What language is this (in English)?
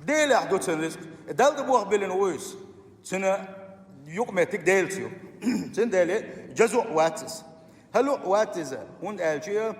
Chechen